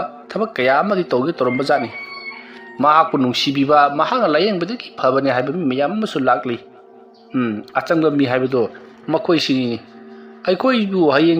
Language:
Manipuri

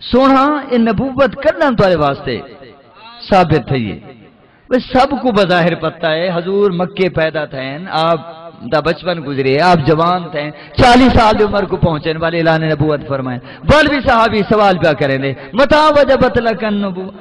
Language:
Saraiki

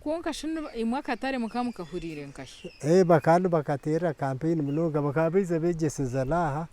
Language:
Nyankole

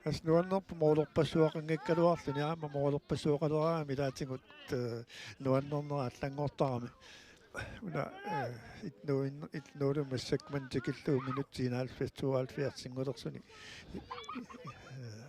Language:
Kalaallisut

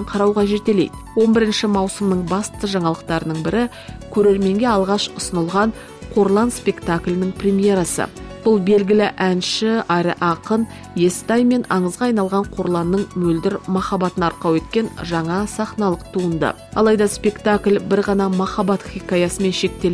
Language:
Kazakh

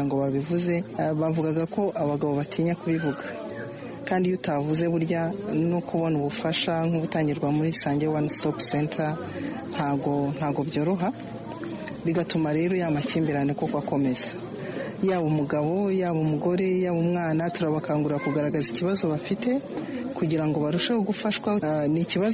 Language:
Kinyarwanda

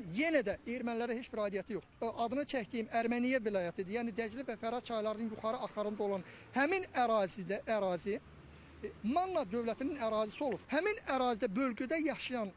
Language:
Azerbaijani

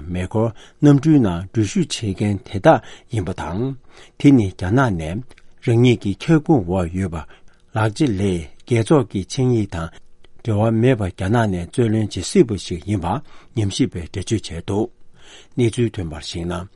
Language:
Tibetan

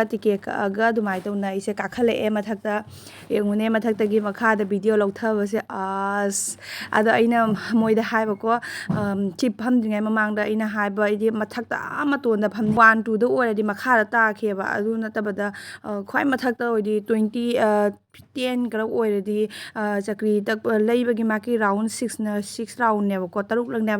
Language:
Manipuri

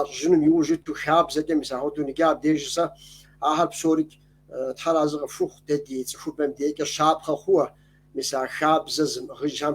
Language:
Kabardian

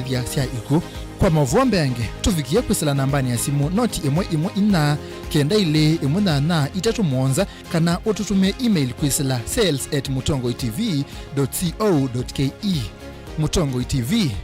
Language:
Kamba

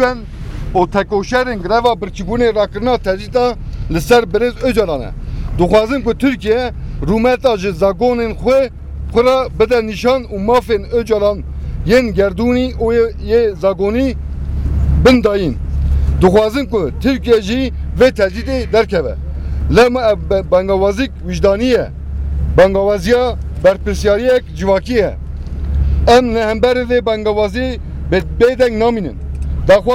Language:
Kurdish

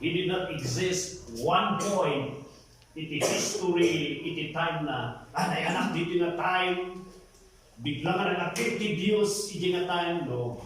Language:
Iloko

